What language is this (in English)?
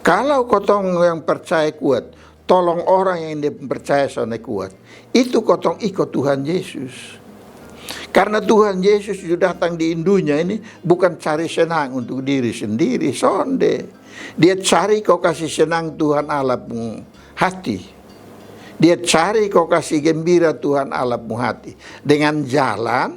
Kupang Malay